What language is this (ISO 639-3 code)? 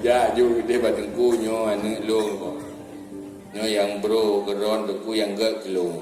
ace